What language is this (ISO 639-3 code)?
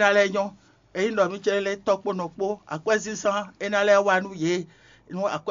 fon